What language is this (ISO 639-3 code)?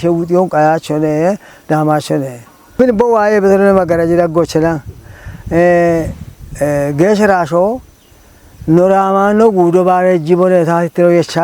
kbr